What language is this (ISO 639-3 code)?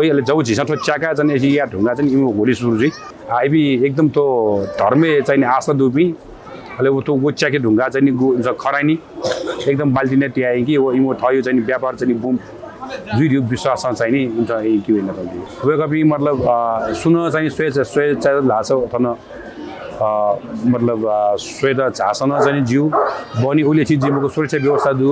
new